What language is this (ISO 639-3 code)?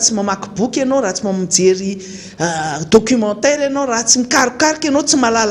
mlg